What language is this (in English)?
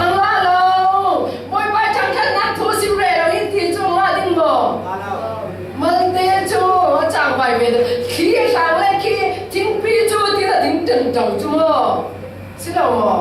Falam Chin